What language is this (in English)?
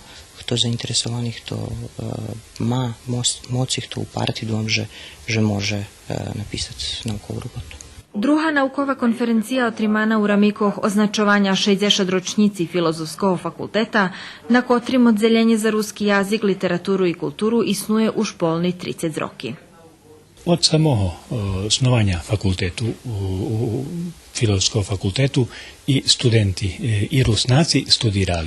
Rusyn